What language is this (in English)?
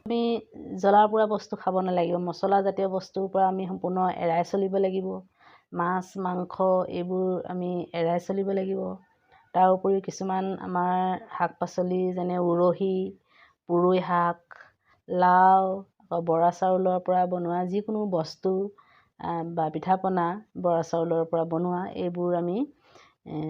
Assamese